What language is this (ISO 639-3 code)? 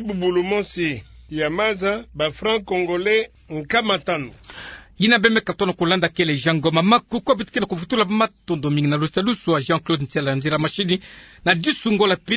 ktu